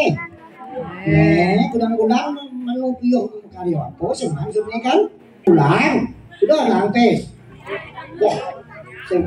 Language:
Balinese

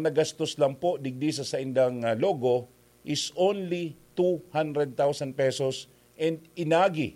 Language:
Bikol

